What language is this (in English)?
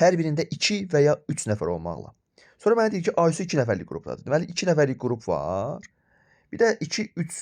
Azerbaijani